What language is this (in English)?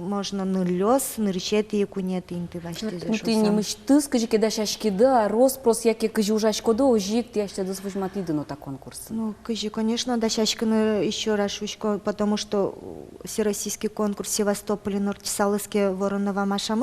Udmurt